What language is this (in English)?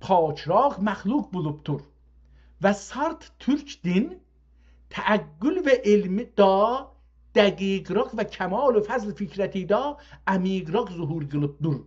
South Azerbaijani